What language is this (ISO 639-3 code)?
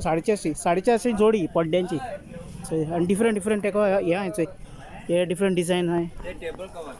kok